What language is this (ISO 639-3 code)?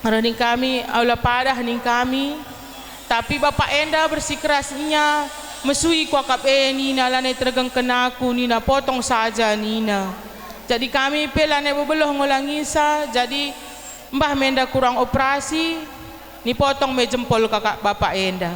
btx